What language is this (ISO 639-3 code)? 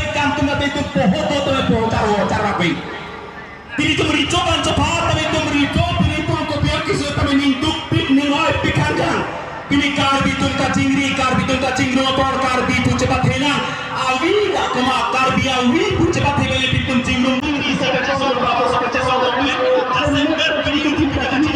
mjw